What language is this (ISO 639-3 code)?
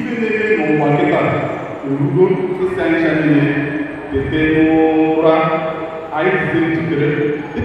ibo